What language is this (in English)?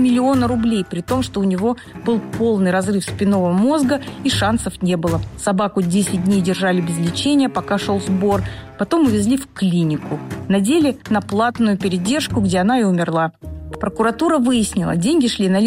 Russian